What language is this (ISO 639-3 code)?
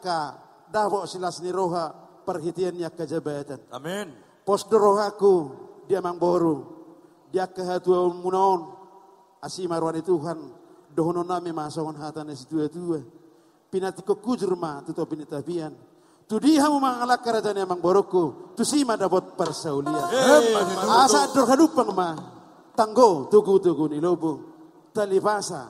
bbc